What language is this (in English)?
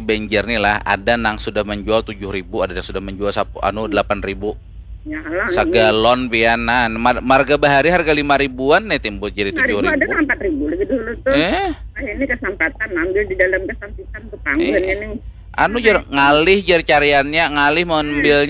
Banjar